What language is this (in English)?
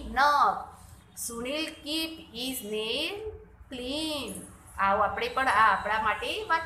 Gujarati